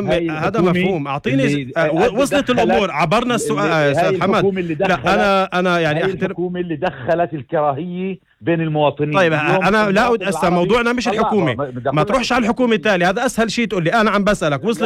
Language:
North Levantine Arabic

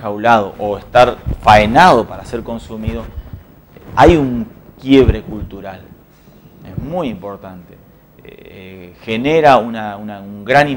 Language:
Spanish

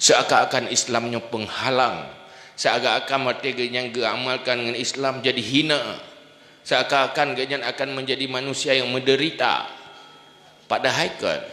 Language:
Achinese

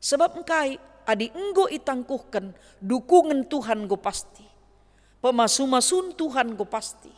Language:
Batak Karo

